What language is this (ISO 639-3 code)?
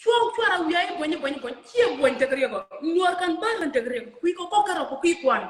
nus